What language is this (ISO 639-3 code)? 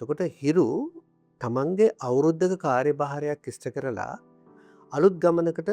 sin